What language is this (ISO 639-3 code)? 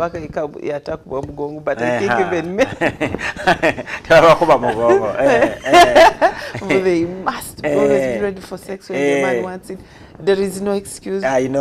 lug